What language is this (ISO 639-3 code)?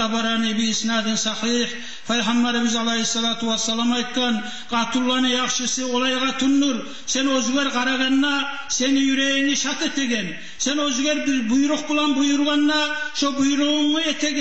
kum